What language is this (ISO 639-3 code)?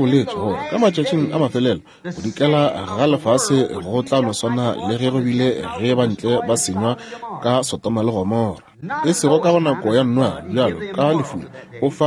nso